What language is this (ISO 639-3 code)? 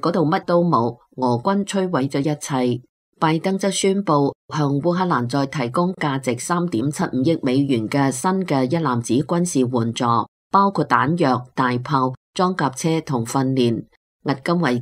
yue